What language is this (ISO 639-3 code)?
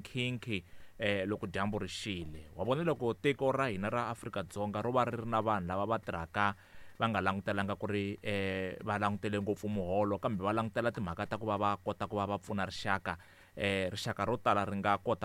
tso